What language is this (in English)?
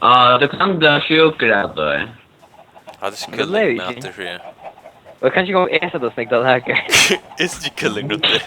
Faroese